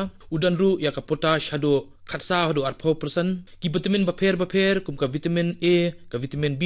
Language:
Khasi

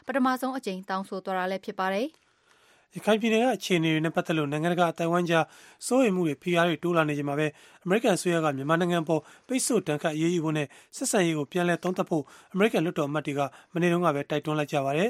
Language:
Burmese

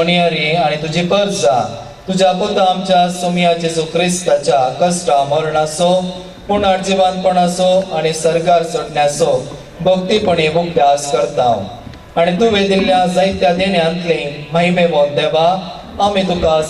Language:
Konkani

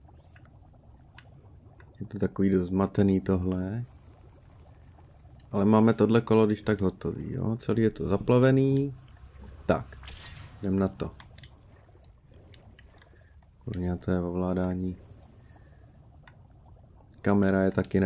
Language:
Czech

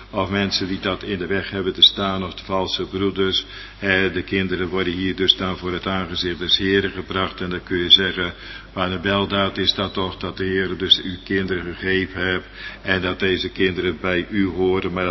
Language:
Dutch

